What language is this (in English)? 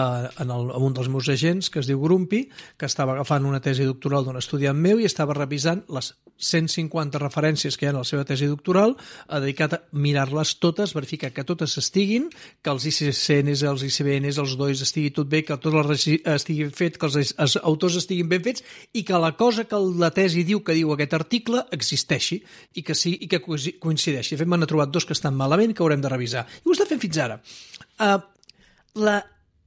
Catalan